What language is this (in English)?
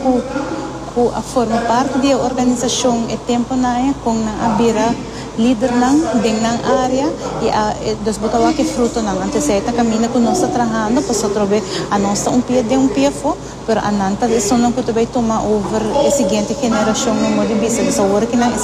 Papiamento